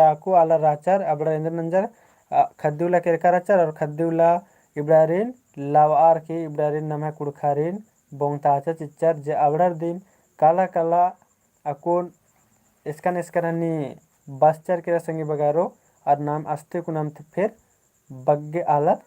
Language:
Kurukh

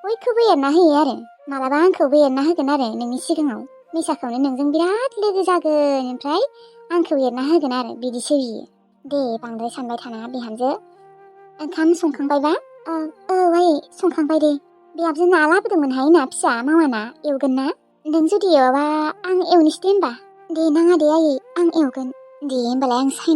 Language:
Bodo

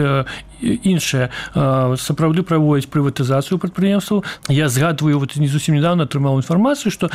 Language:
Belarusian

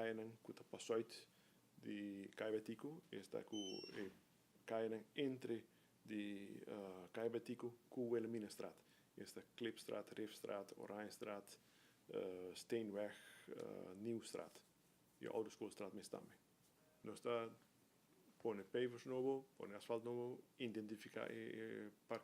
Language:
Papiamento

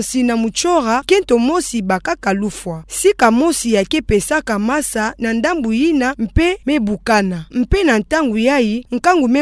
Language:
Kituba (Democratic Republic of Congo)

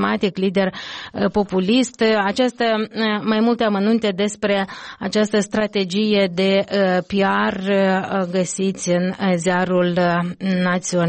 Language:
Romanian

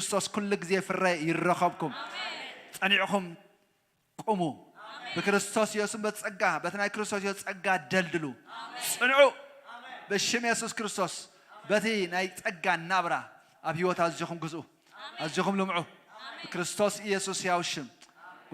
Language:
Tigrinya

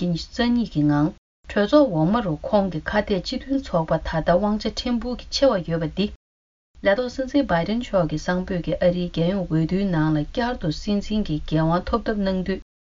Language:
Tibetan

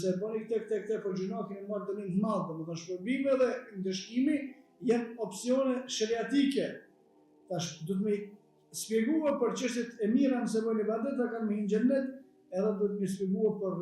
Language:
Albanian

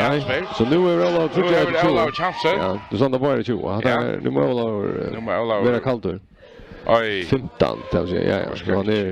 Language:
Faroese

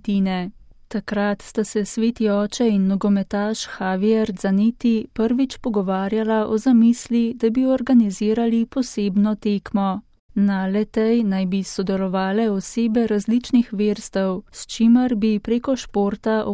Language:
Slovenian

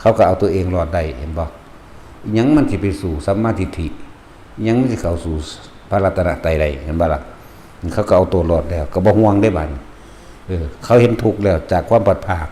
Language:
Lao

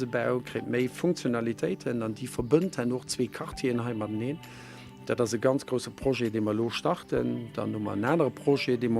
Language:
Luxembourgish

